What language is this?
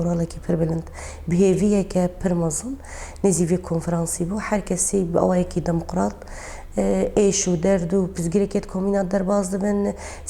Kurdish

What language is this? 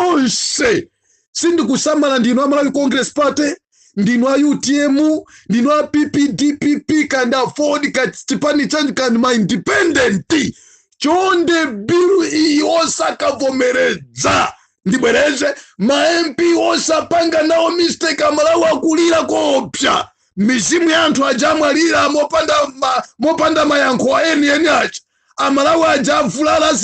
Nyanja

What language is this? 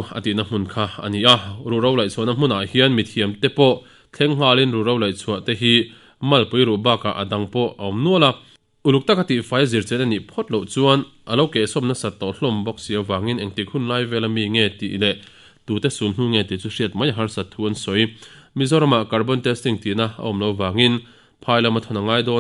Mizo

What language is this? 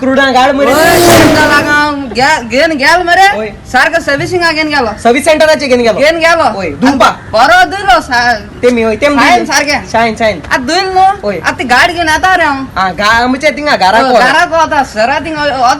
Konkani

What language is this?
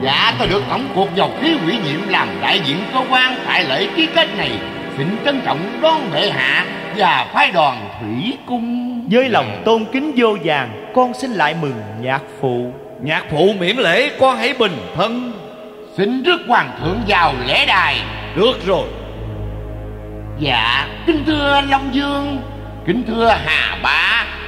Vietnamese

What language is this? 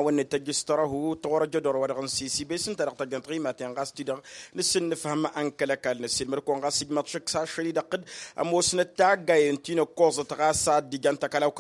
Tamasheq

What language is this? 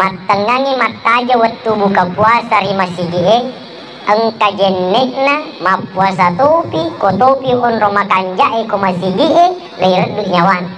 Buginese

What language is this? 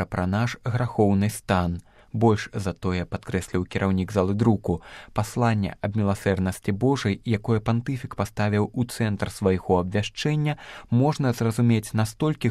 Belarusian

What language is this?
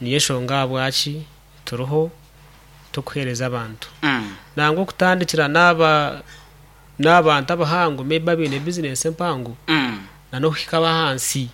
Nyankole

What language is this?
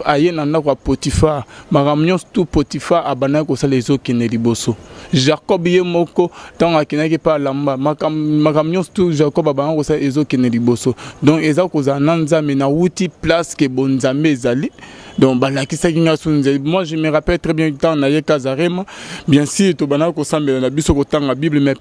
Lingala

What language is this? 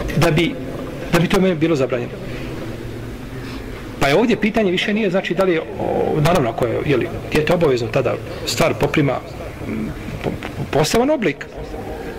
Bosnian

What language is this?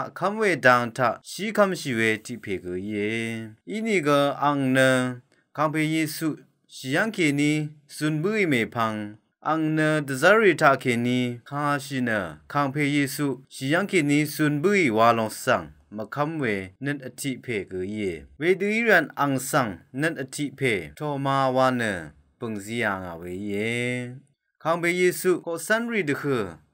Rawang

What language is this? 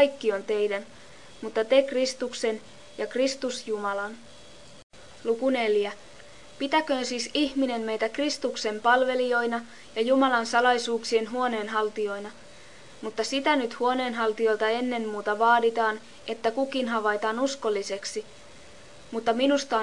Finnish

